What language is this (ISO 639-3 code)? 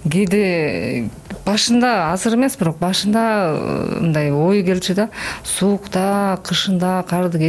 kir